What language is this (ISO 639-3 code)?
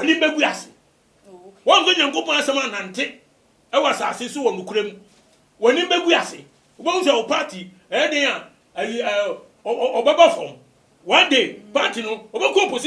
aka